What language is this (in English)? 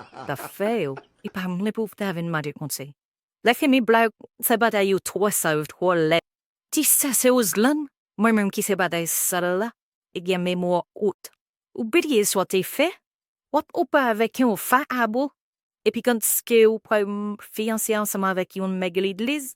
Haitian Creole